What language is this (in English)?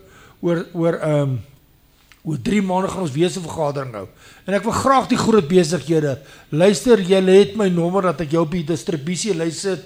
Afrikaans